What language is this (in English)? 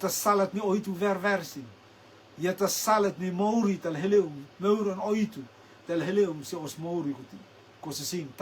Rotuman